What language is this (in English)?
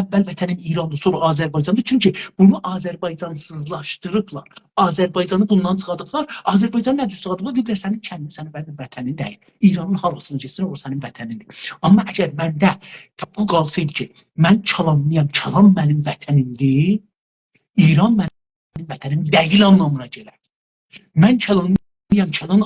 South Azerbaijani